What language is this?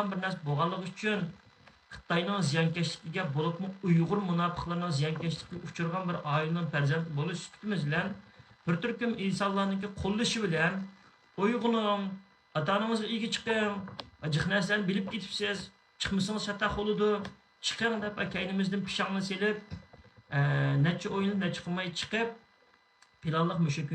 Uyghur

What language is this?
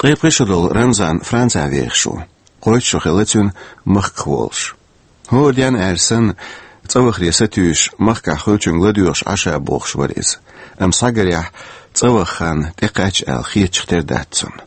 Chechen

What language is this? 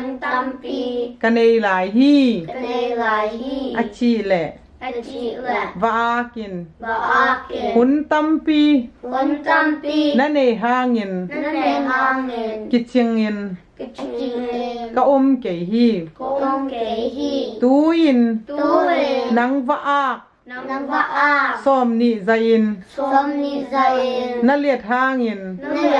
Tedim Chin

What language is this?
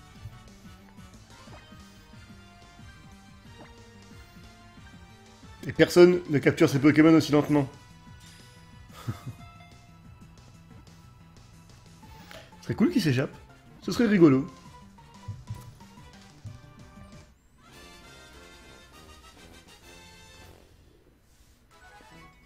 French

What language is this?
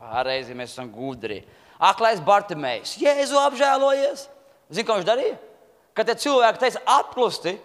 Latvian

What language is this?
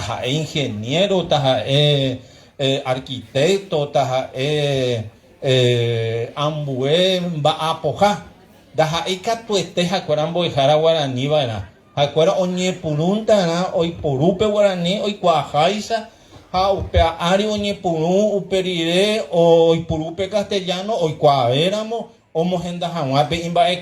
Guarani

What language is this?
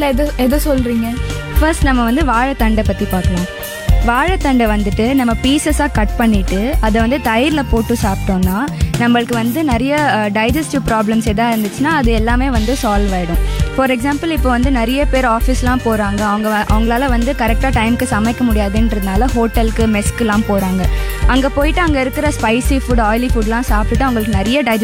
Tamil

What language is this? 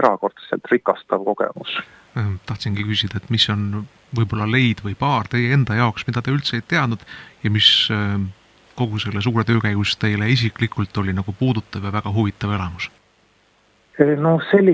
Estonian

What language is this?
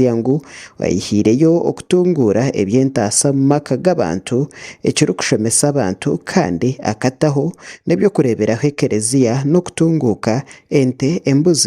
Nyankole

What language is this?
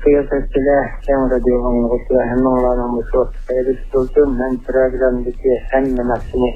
Uyghur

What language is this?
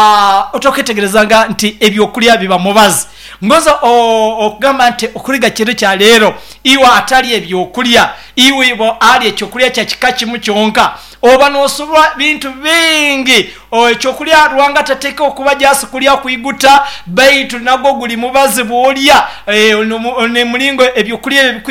Nyoro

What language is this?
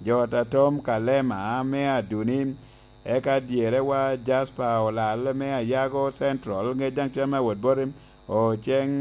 Lango (Uganda)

